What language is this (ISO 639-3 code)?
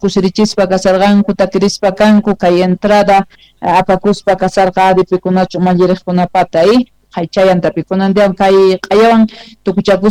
quh